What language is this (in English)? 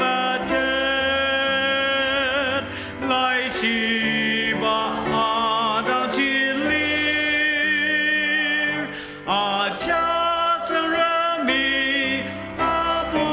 Ao Naga